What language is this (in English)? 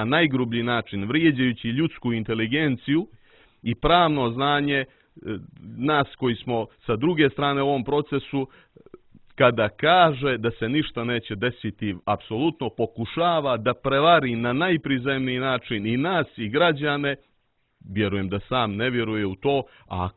Serbian